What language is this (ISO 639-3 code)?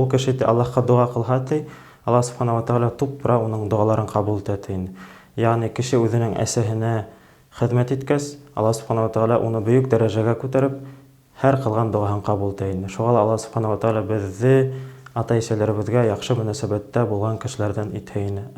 bak